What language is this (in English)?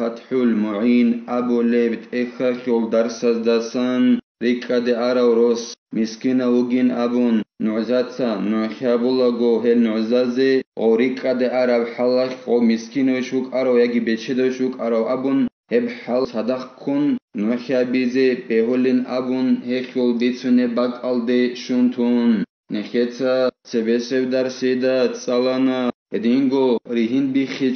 Avaric